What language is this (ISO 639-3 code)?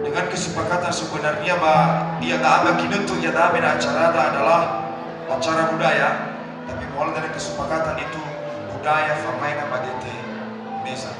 nia